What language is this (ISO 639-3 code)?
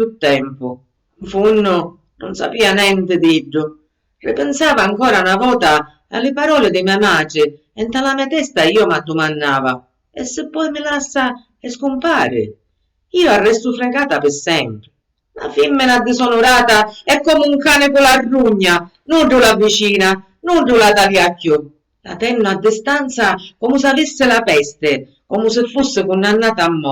scn